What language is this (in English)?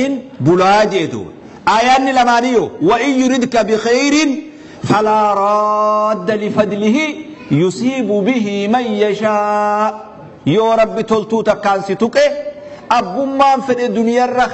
Oromo